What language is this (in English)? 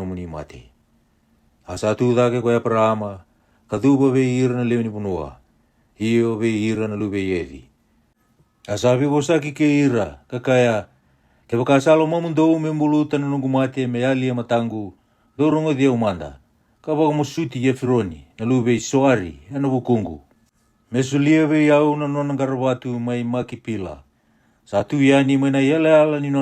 Fijian